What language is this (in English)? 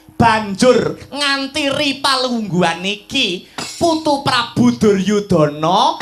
Javanese